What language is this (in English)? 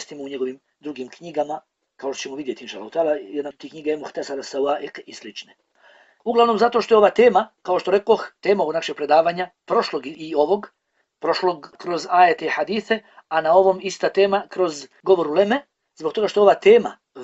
Bosnian